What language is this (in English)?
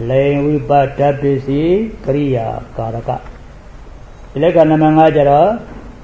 Burmese